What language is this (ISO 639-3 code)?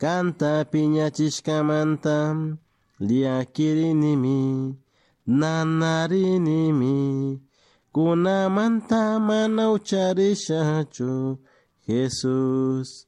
qug